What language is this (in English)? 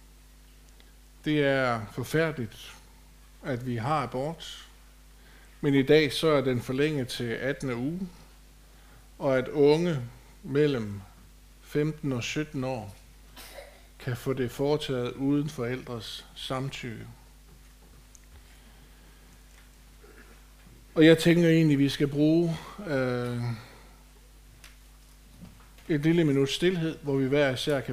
Danish